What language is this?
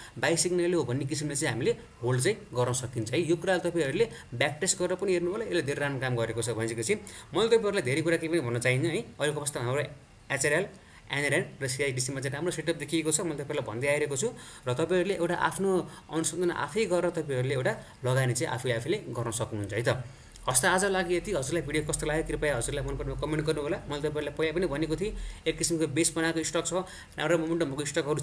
Nepali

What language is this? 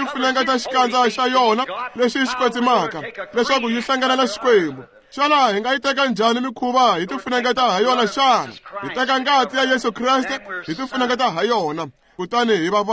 Tsonga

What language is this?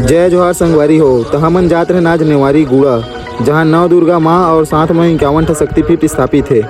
Chhattisgarhi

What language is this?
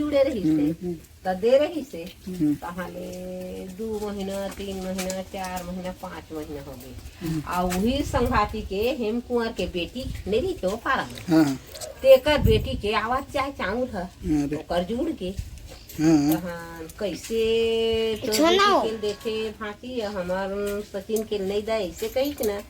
Chhattisgarhi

